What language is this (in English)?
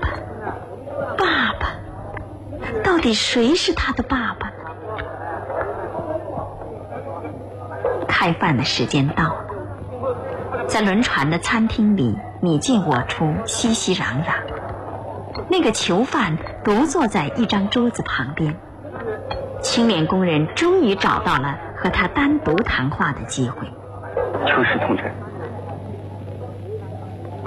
Chinese